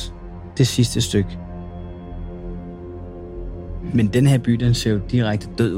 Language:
Danish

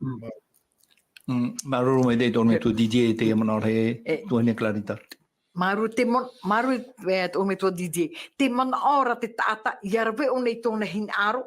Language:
Tahitian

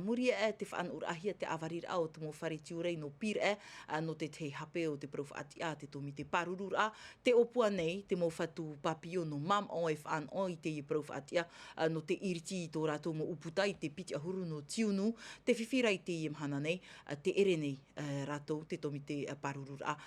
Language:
Tahitian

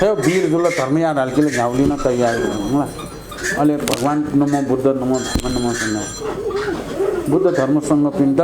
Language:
Newari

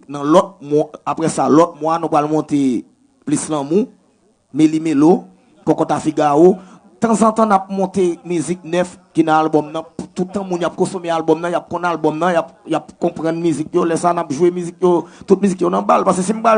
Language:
Haitian Creole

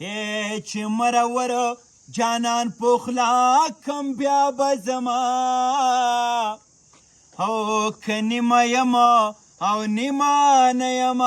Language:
Pashto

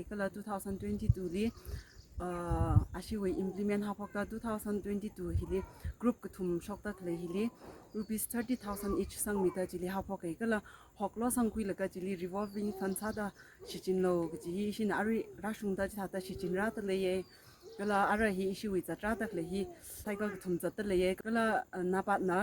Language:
Tangkhul Naga (India)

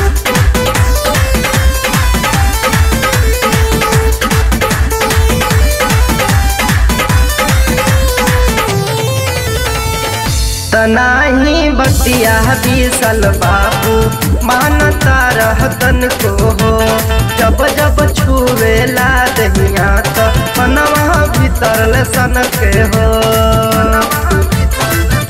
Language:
Bhojpuri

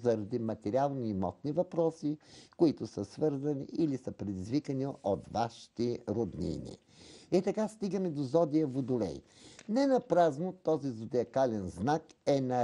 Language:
Bulgarian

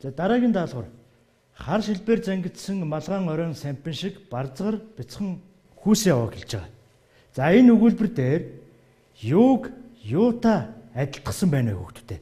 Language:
Mongolian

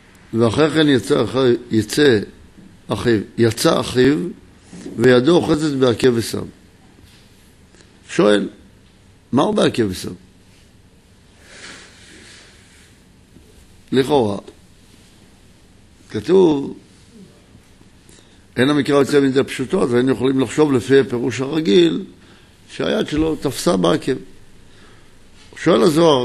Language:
Hebrew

